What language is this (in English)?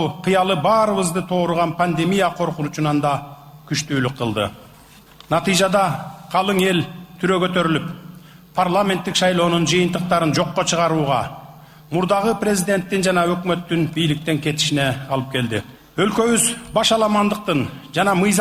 Kyrgyz